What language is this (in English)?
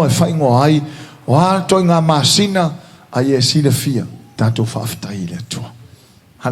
Samoan